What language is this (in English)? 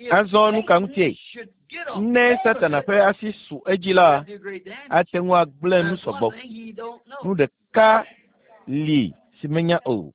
Ewe